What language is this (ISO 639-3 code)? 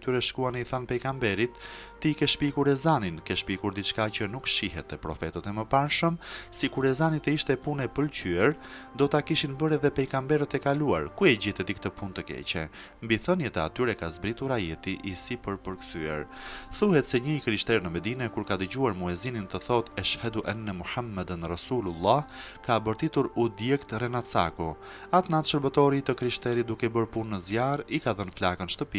sqi